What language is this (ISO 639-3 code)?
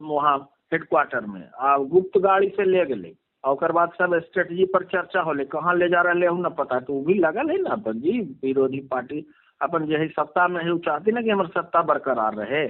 mag